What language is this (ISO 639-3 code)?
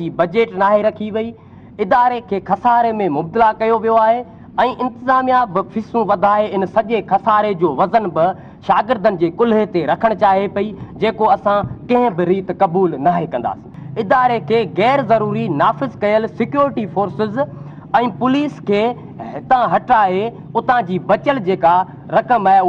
snd